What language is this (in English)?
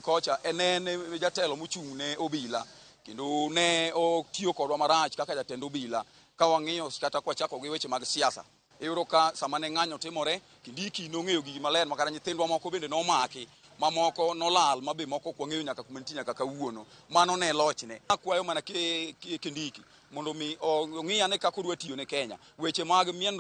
Luo (Kenya and Tanzania)